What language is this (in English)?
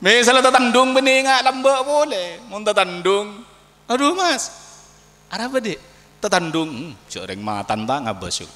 Madurese